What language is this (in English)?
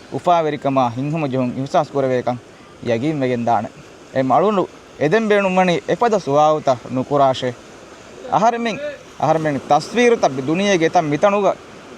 Divehi